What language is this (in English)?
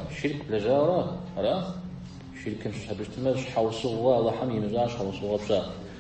Kabardian